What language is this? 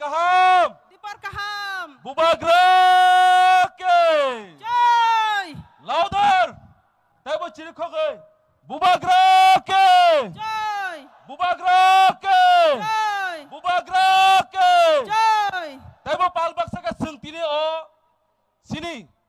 Kok Borok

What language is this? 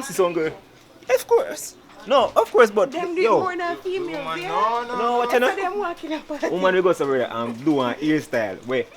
Jamaican Creole English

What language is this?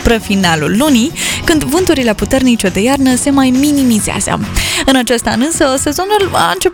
Romanian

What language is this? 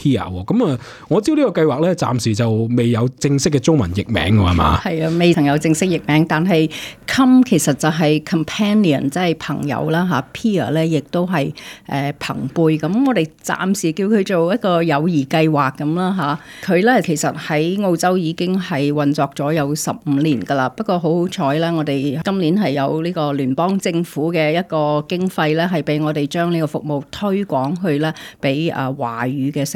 Cantonese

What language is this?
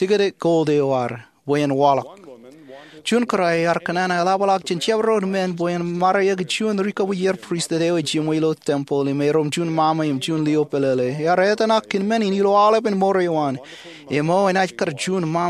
Marshallese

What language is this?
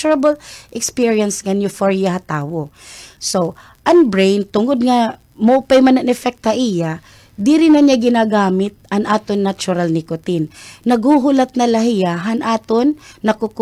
Waray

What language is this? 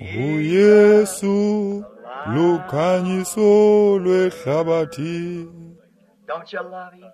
Xhosa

